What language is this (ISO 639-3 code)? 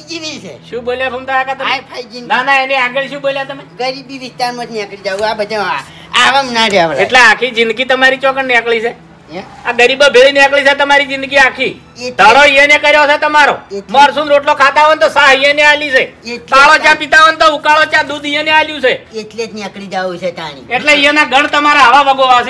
guj